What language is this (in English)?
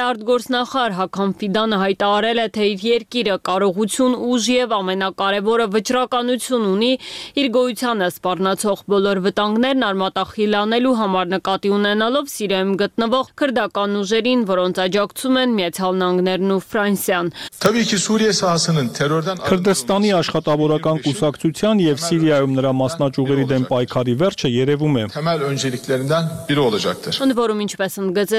Armenian